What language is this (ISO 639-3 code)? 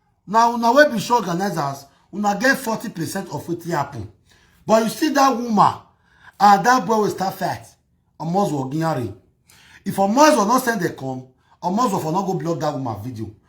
pcm